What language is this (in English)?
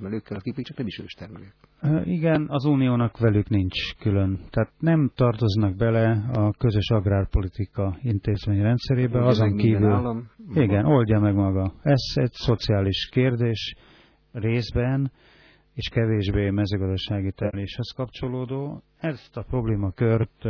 Hungarian